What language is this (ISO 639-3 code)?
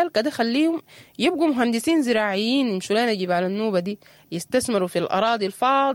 apd